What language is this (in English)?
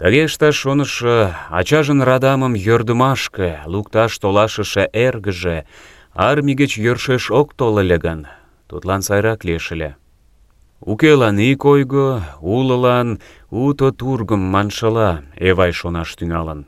Mari